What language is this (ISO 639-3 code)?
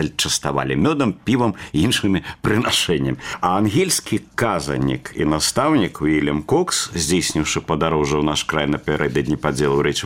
bel